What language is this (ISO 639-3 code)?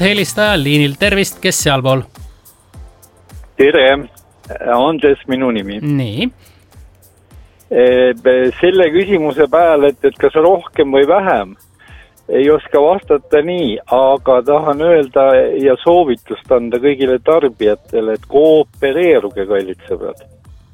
est